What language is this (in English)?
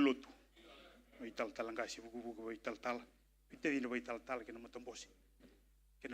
Fijian